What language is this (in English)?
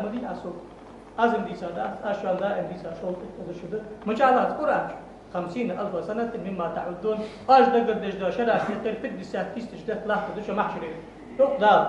Ingush